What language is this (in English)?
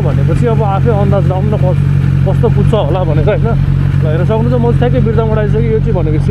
Nepali